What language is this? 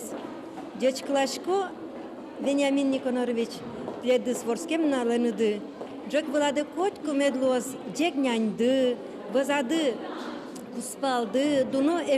Udmurt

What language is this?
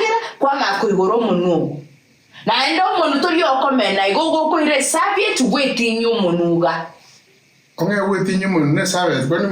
Gusii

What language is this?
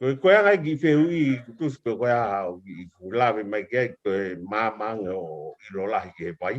Tongan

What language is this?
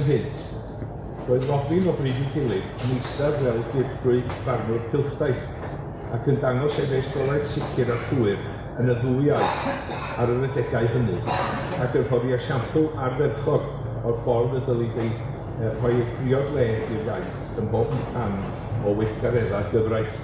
Welsh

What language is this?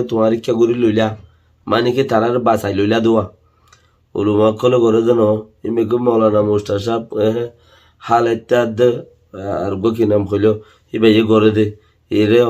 Rohingya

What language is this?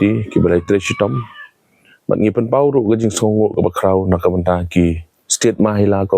Khasi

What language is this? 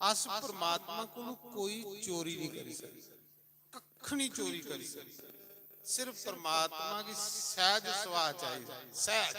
Dogri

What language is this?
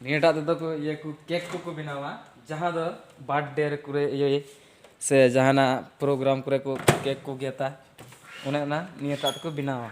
Santali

